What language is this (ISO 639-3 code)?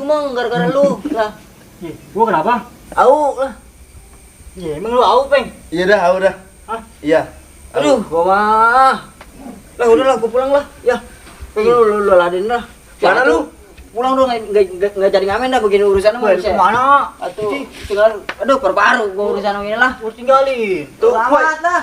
bew